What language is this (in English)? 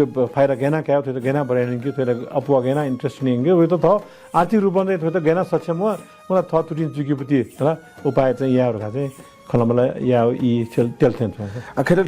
Newari